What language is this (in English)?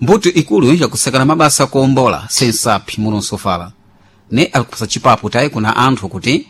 Sena